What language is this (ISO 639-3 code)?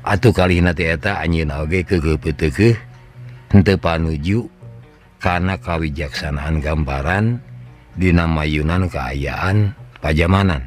sun